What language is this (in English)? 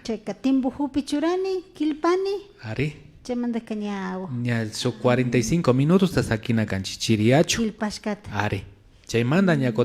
Imbabura Highland Quichua